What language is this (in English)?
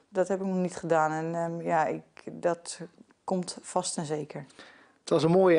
Dutch